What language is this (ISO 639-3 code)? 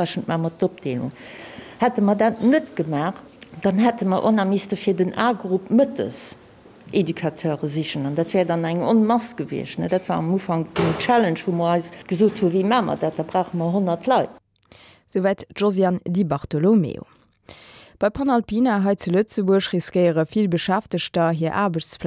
ltz